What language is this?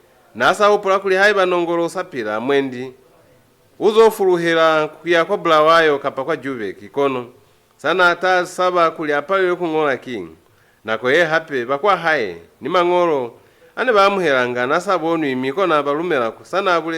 Lozi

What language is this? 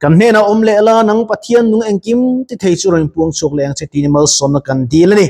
Mizo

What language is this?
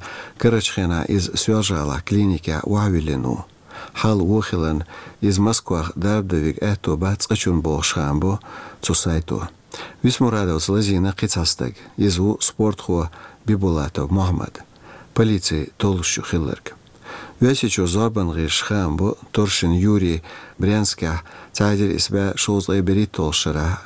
Chechen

